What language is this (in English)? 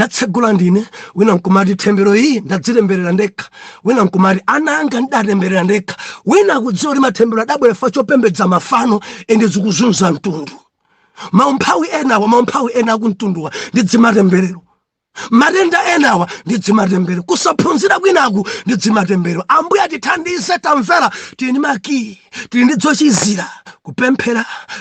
Nyanja